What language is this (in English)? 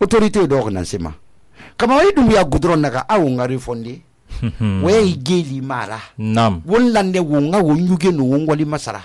Susu